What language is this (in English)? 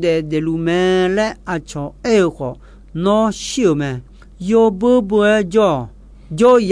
Akha